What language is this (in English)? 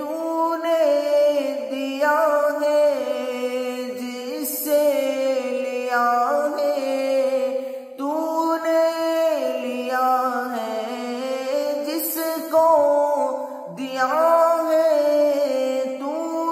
Urdu